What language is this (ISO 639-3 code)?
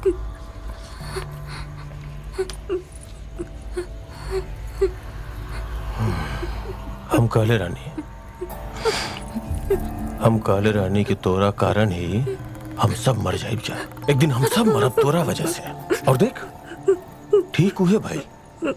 bho